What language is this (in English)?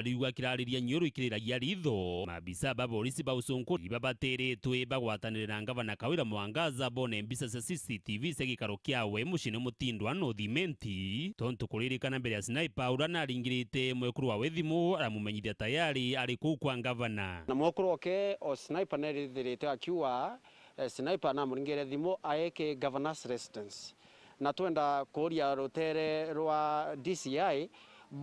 Meru